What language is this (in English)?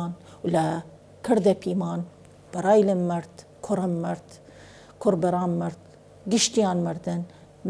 Southern Kurdish